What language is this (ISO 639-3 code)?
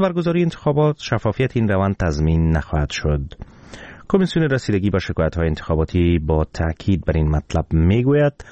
fas